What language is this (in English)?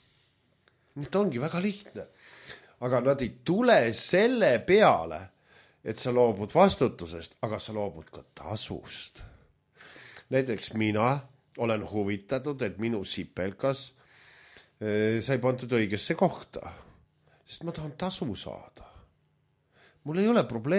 Estonian